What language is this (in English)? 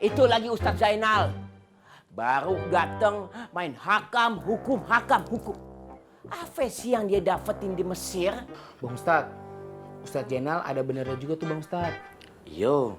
Betawi